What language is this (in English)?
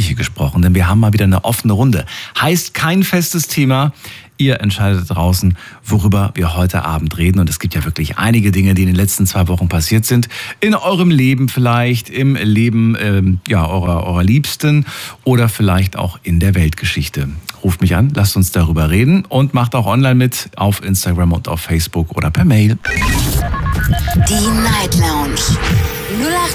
German